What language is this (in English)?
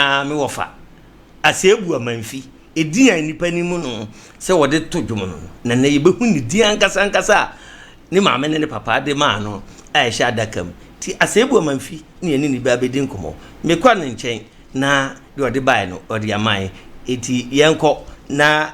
Akan